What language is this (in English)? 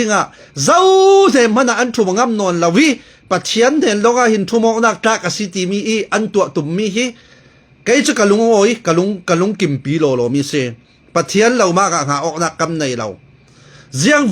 Falam Chin